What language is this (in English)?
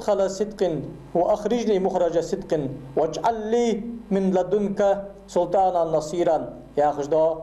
Ingush